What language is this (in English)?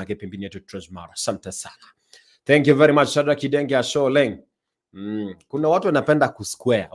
Masai